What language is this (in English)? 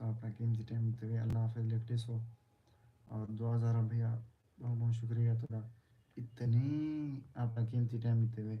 Saraiki